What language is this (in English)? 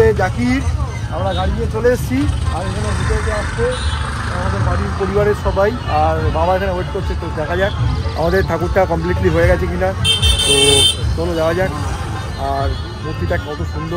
Bangla